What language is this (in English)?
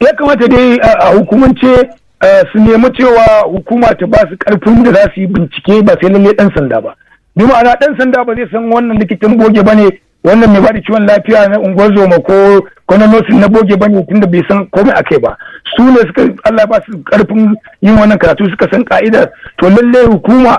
Hausa